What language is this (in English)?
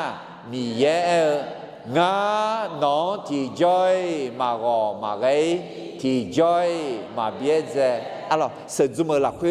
Akha